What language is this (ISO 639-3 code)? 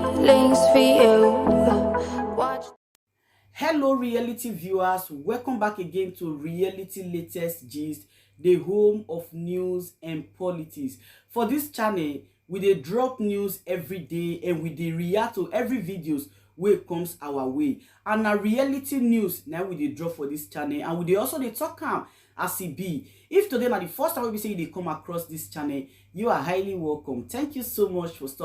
pcm